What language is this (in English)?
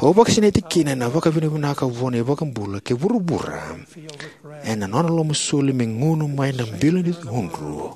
Fijian